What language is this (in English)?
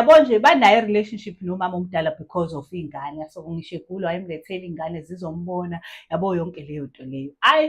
Zulu